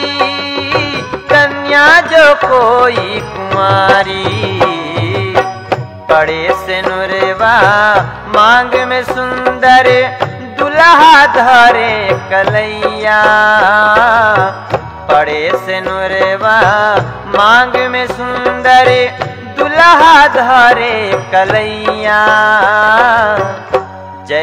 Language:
Bhojpuri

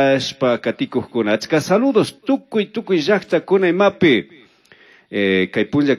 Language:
Chimborazo Highland Quichua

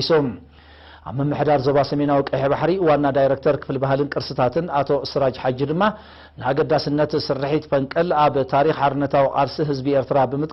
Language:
Tigrinya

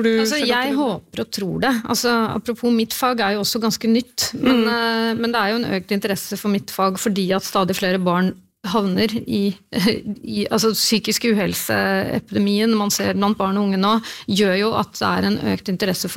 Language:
Norwegian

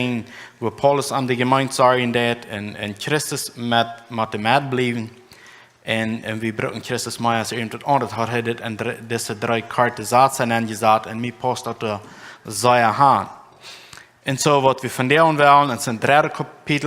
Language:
Plautdietsch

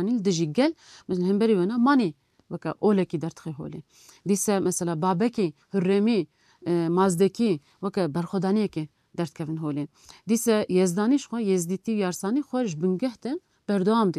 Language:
Kurdish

